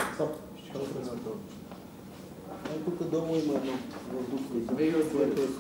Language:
Bulgarian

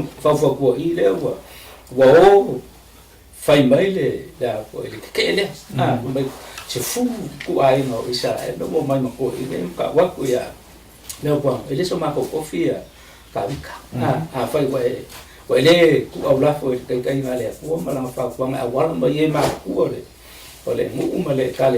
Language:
Samoan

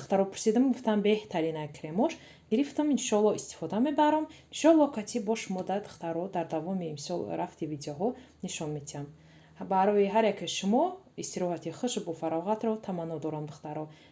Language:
Tajik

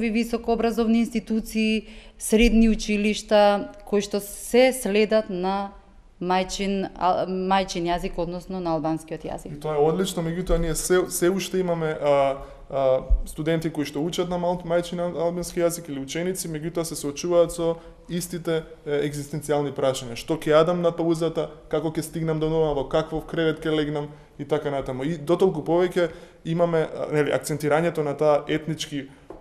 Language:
Macedonian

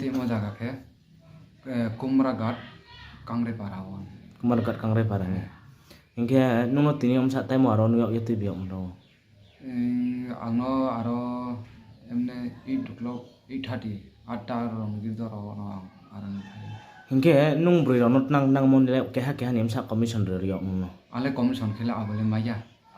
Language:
Riang (India)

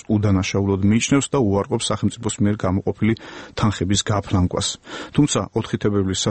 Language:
Georgian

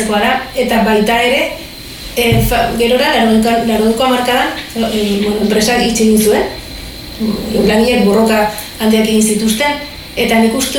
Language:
Basque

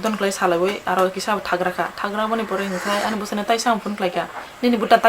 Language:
Kok Borok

